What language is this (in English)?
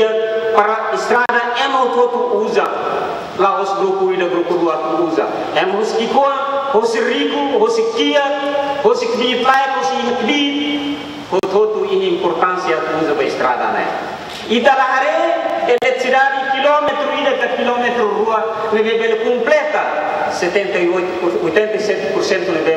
Tetum